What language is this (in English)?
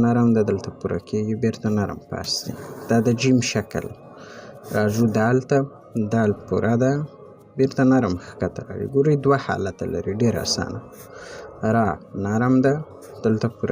Pashto